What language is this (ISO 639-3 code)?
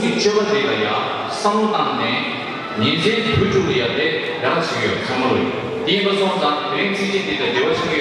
bod